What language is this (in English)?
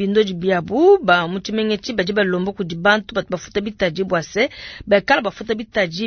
Luba-Lulua